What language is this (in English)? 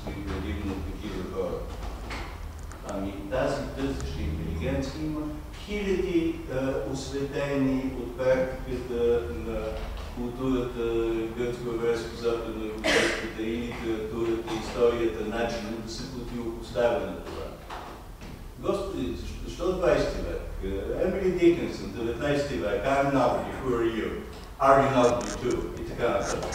Bulgarian